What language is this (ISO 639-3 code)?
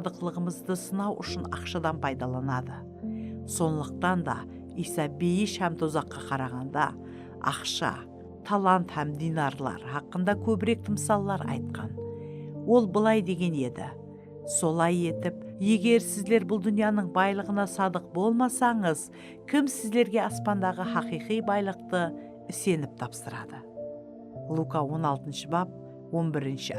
kaa